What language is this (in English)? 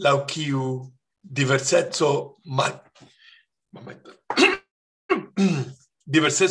Esperanto